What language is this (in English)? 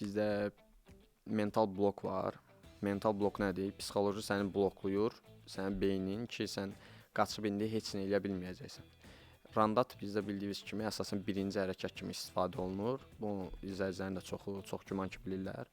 Azerbaijani